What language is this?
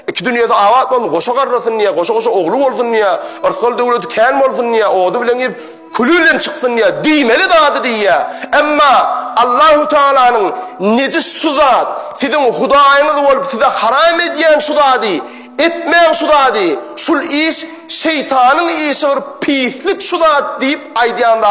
Turkmen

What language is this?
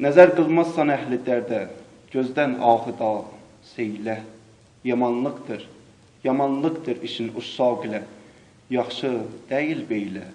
South Azerbaijani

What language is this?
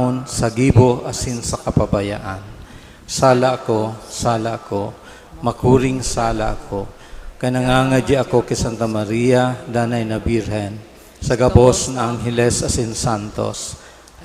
Bikol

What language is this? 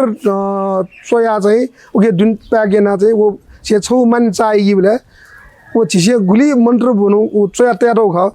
Newari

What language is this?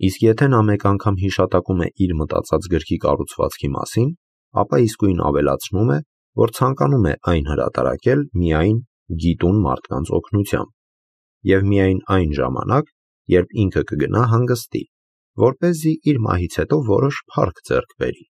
Armenian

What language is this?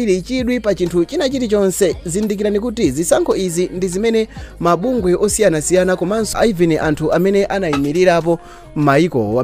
Nyanja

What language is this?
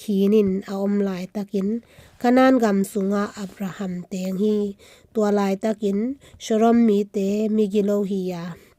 Tedim Chin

